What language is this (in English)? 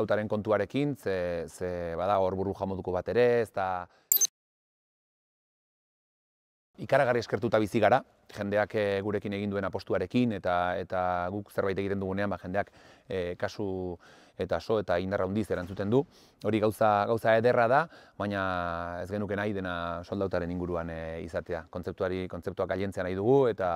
Basque